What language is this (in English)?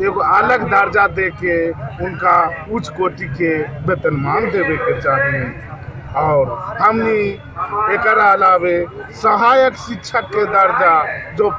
Magahi